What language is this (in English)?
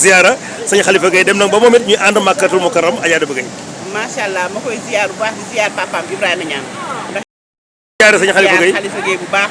Wolof